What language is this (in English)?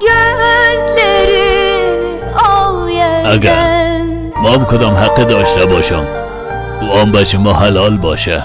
Persian